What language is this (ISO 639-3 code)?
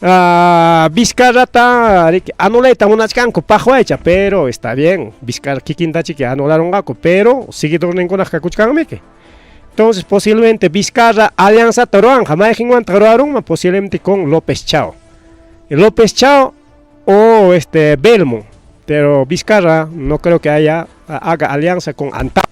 quy